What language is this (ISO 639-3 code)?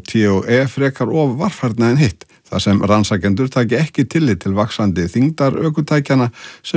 isl